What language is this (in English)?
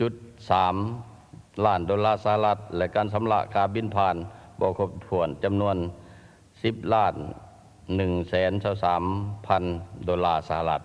Lao